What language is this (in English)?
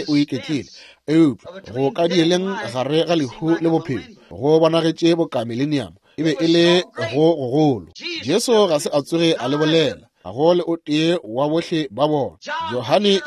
Northern Sotho